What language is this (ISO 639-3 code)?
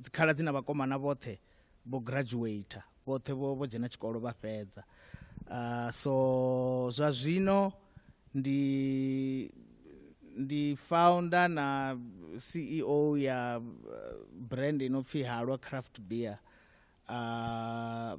ven